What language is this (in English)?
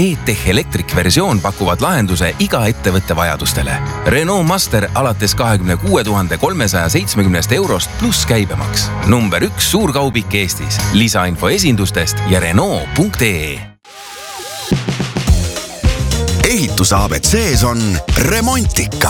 Estonian